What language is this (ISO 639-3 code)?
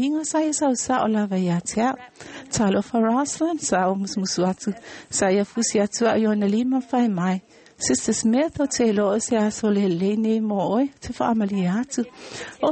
smo